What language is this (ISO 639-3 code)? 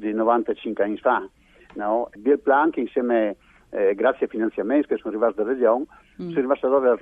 fur